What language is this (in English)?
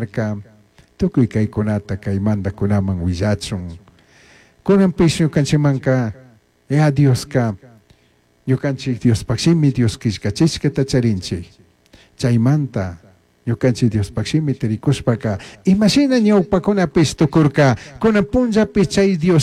Chimborazo Highland Quichua